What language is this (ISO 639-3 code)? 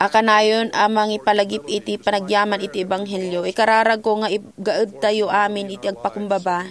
ilo